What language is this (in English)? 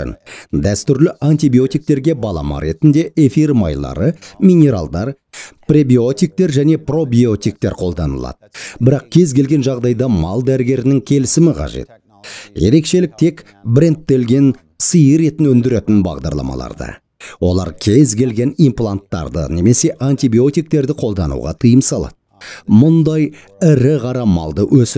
Kazakh